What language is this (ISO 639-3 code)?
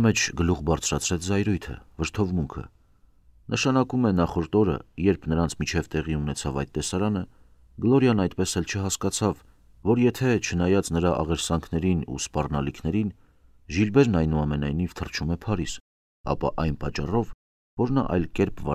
hye